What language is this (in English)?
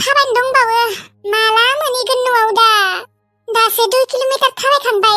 Bodo